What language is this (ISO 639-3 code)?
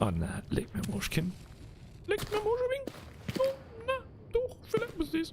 bar